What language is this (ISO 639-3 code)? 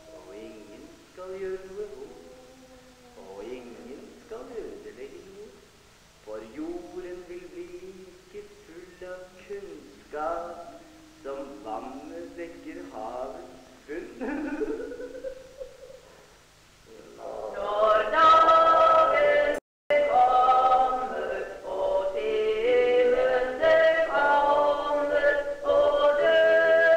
nor